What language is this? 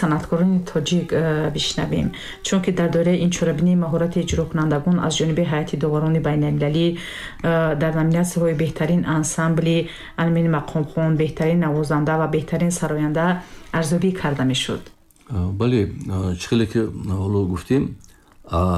Tajik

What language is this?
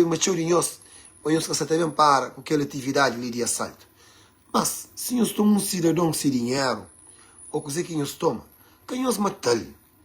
Kabuverdianu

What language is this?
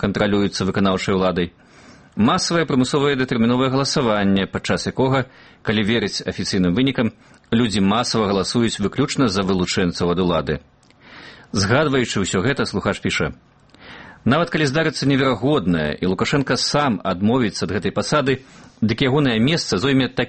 Belarusian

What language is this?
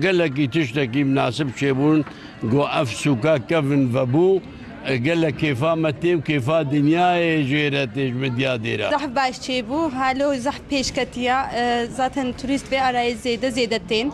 Kurdish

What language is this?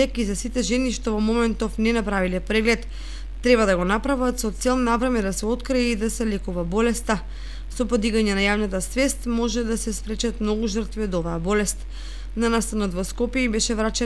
Macedonian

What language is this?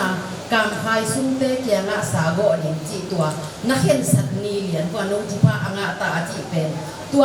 Tedim Chin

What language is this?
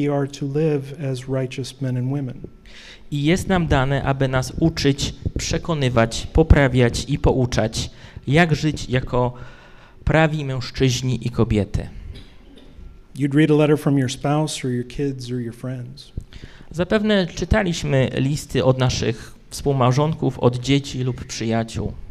Polish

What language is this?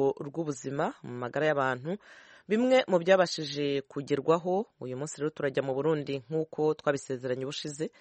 Kinyarwanda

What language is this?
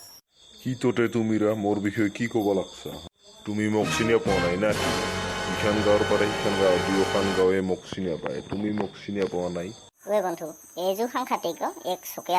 Assamese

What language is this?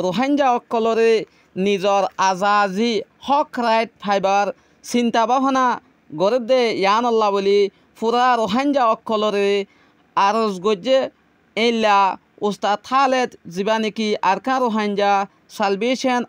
Rohingya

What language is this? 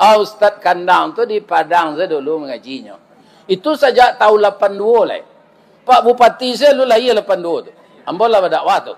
Minangkabau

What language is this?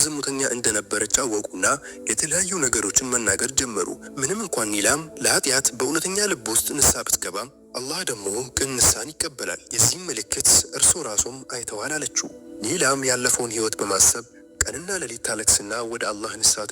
Amharic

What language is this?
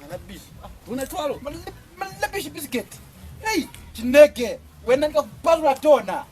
Lozi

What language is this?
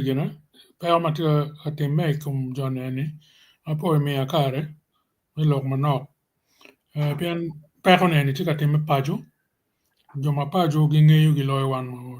Acoli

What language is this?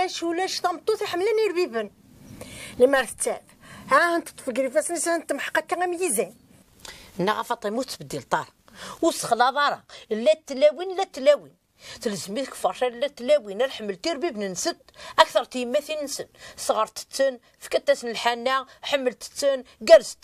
Kabyle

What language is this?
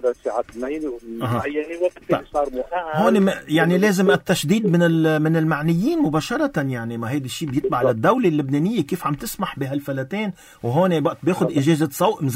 North Levantine Arabic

